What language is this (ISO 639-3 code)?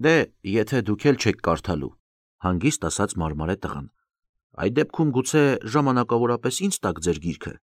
hye